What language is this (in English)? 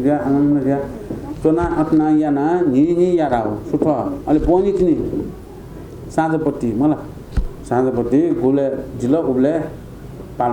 Newari